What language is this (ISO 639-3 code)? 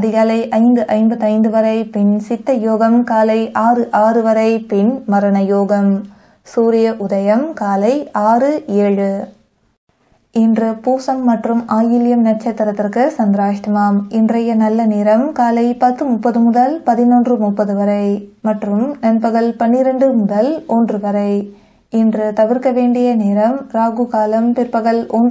tam